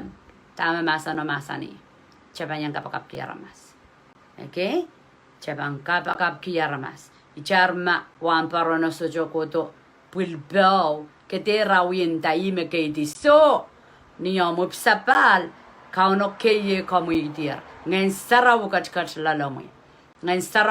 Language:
Pohnpeian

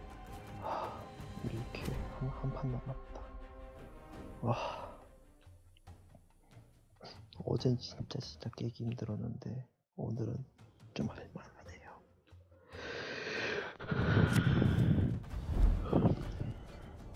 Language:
Korean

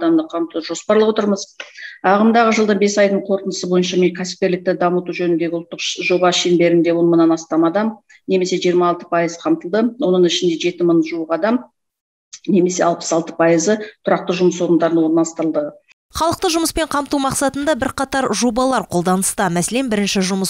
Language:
Kazakh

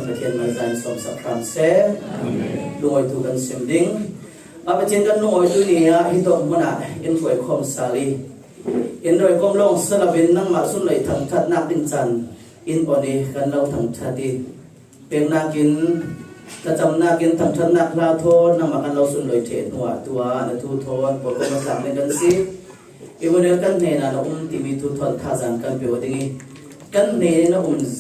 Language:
Falam Chin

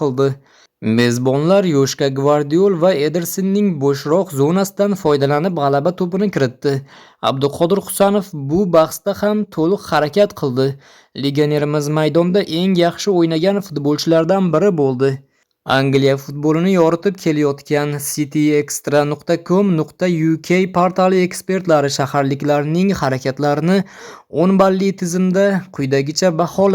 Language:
Uzbek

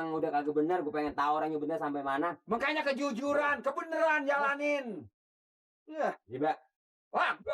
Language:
Betawi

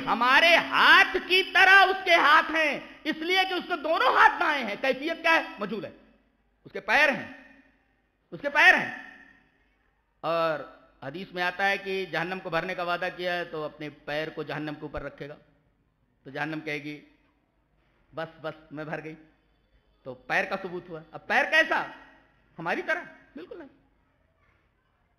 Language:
Urdu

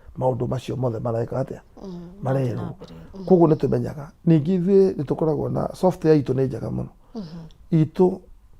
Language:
Kikuyu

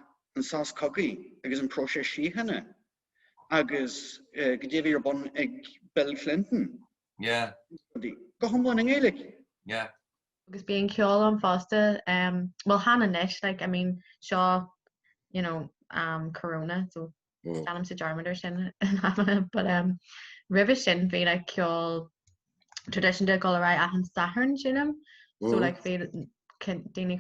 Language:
Irish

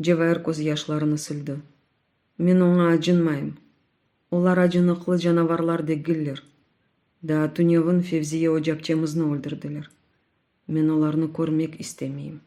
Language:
Crimean Tatar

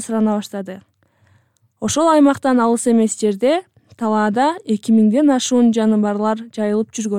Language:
Kyrgyz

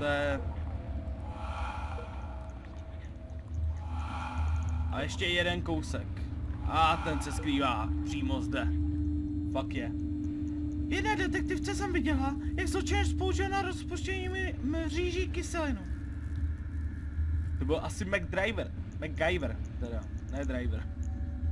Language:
Czech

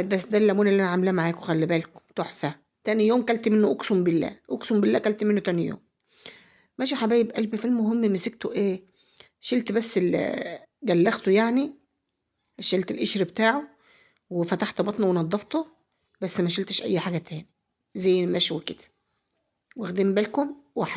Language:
Egyptian Arabic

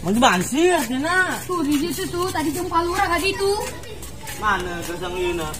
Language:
Sundanese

